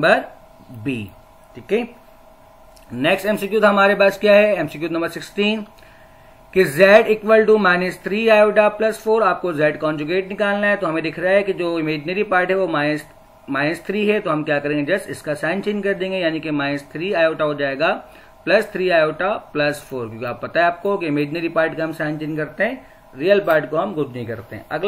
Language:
Hindi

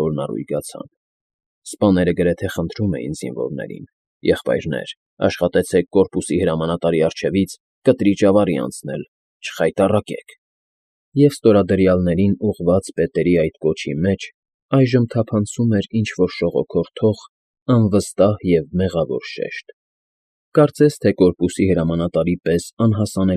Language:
Armenian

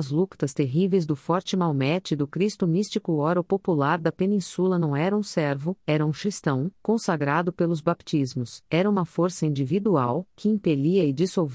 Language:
Portuguese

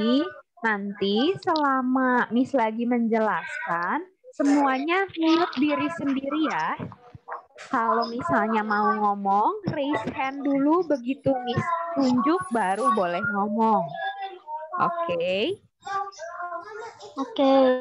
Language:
Indonesian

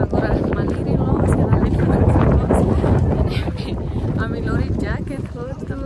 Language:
Tetum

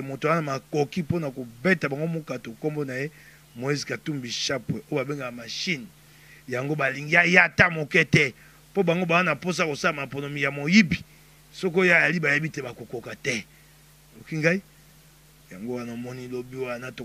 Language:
Lingala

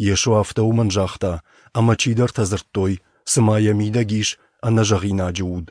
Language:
Ossetic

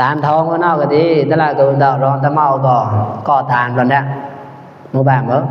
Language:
Mon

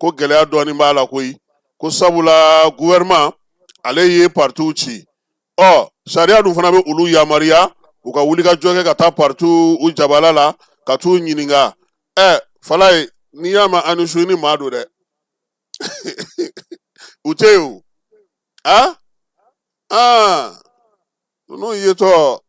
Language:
Bambara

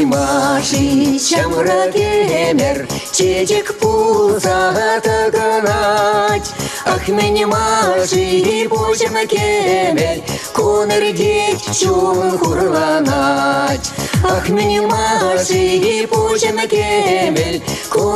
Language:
Chuvash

